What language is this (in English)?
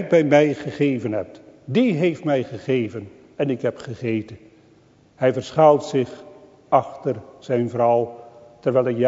Dutch